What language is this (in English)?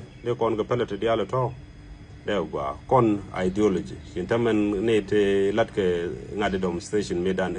Nuer